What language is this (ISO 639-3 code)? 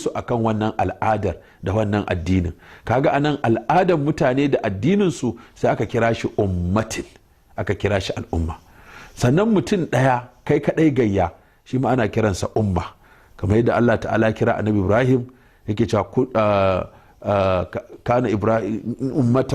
hau